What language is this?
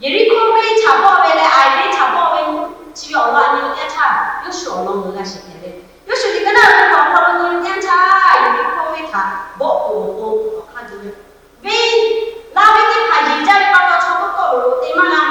Lahu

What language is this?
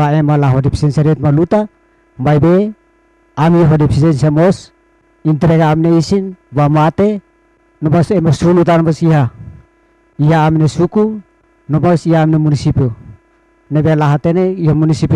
Tetum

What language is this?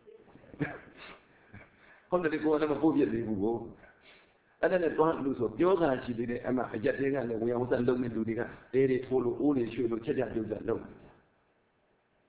Burmese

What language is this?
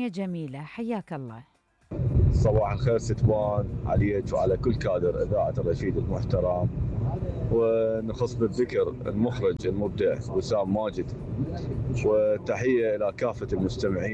Mesopotamian Arabic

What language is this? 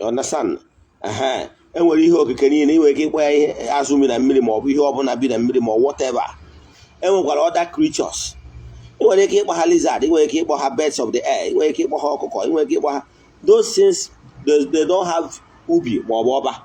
Igbo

